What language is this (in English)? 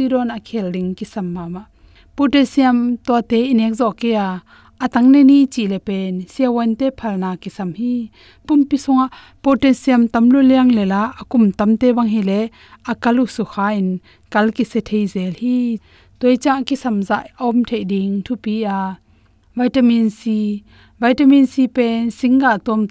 Tedim Chin